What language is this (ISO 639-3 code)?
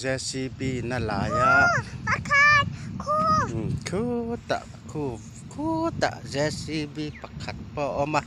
lus